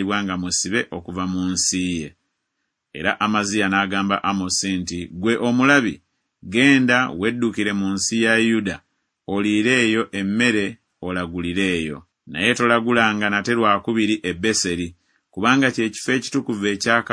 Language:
Ganda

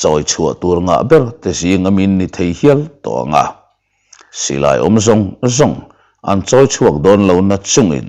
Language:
Mizo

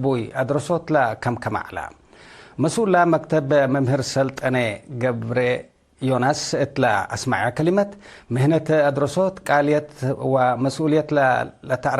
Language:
Tigre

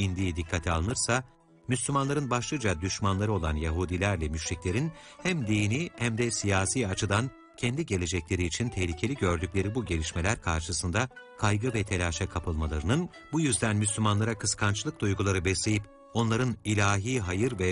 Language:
Turkish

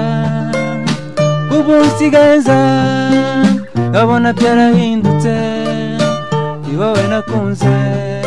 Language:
Kinyarwanda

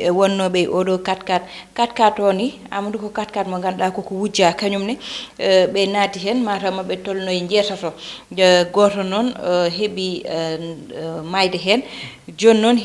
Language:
Fula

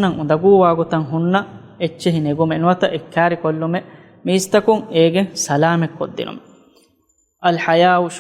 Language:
Divehi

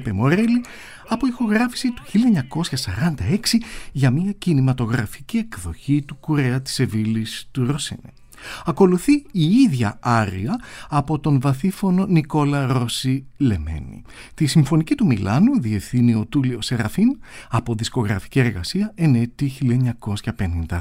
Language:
Greek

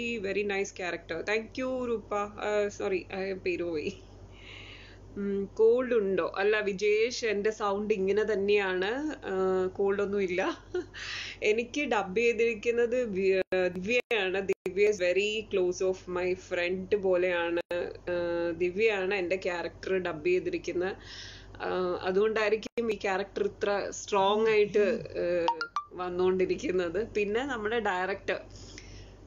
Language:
Malayalam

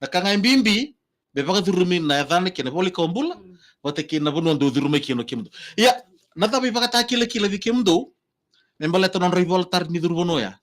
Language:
Fijian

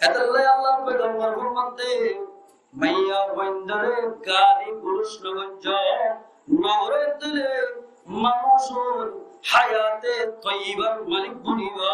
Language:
Rohingya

